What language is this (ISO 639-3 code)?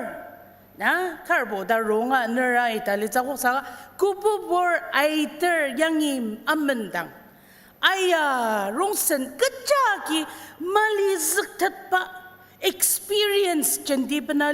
njo